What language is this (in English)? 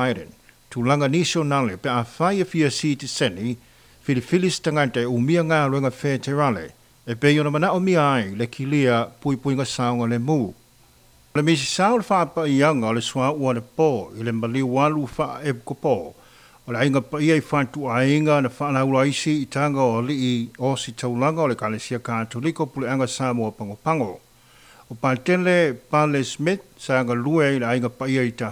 Samoan